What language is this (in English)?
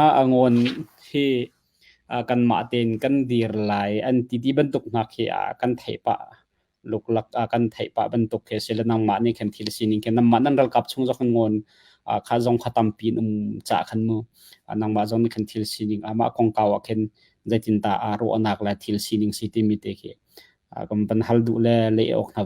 Hakha Chin